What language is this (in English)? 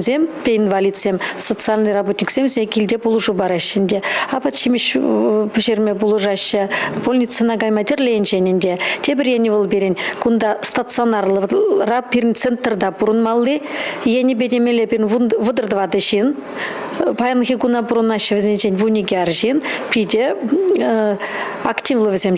Chuvash